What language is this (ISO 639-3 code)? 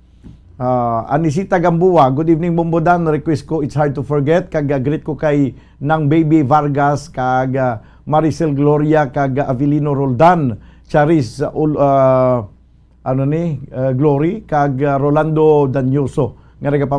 hil